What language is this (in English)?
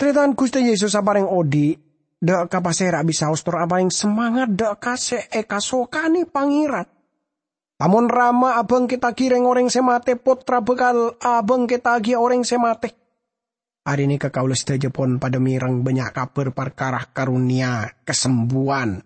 Madurese